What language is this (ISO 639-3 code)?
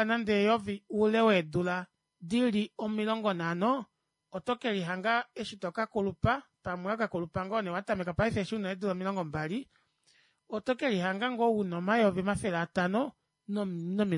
kua